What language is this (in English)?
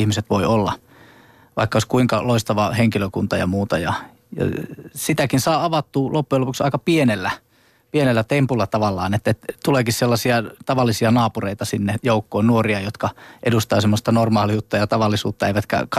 Finnish